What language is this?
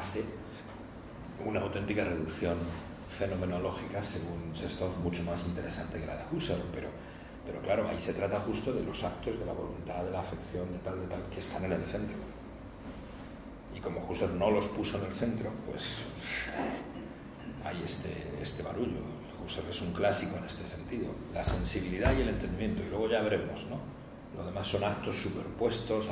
Spanish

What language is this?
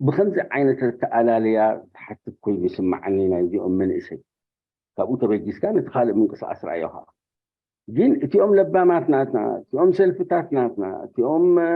Tigrinya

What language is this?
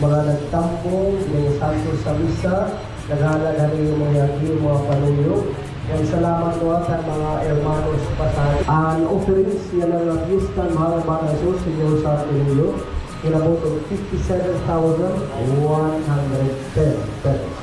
Waray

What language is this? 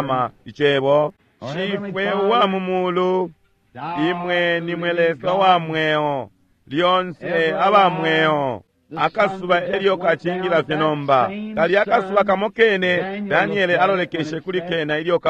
Bemba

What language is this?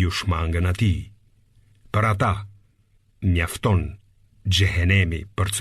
Albanian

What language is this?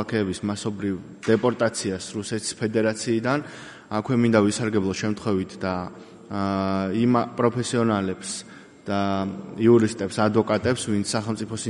Georgian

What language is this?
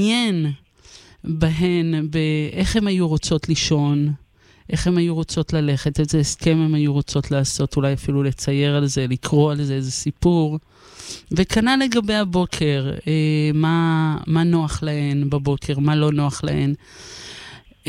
Hebrew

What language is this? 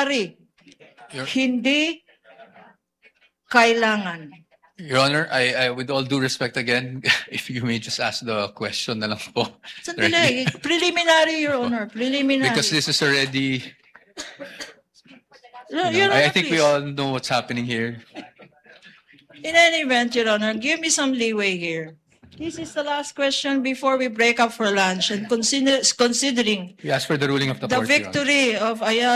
Filipino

